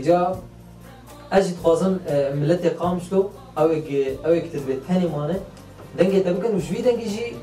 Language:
Kurdish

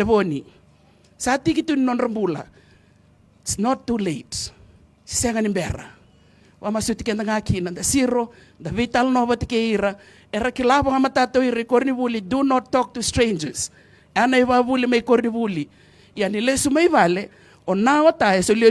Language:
Fijian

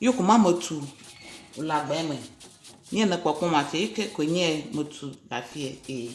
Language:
Ewe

